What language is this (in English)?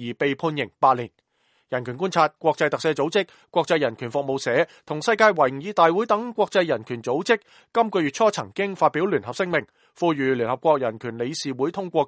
Cantonese